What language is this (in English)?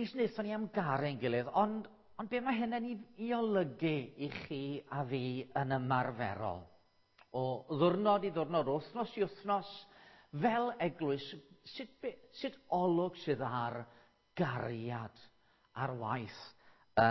Welsh